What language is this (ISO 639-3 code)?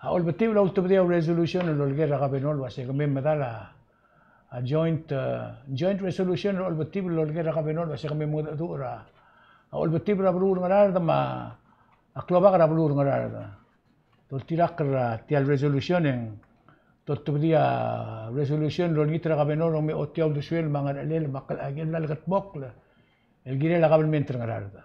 pau